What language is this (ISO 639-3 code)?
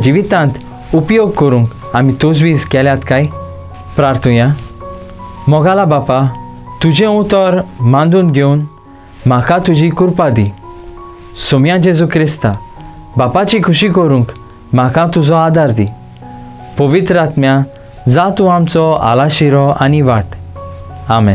kok